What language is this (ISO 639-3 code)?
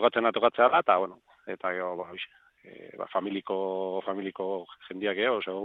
eus